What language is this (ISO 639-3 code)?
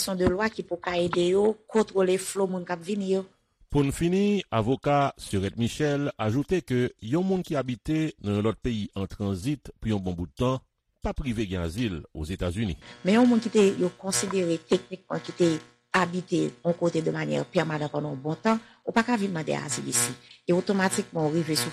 hat